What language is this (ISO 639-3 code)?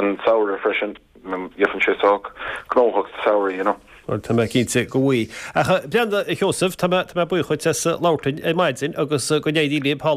gle